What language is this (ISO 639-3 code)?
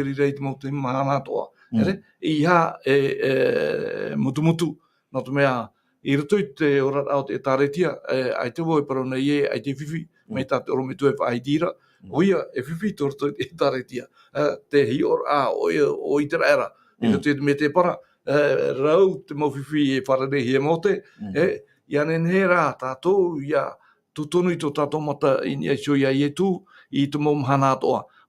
tah